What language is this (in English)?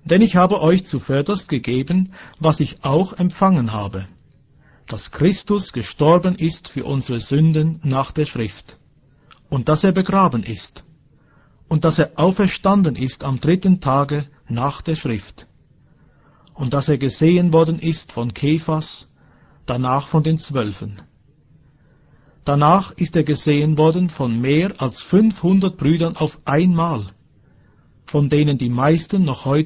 German